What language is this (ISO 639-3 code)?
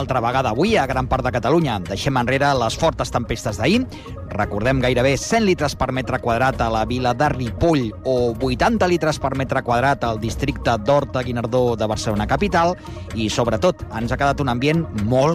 cat